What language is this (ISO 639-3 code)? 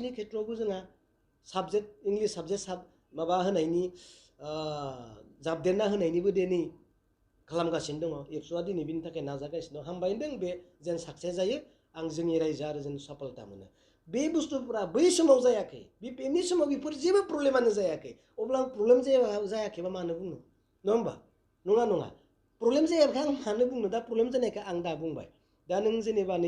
brx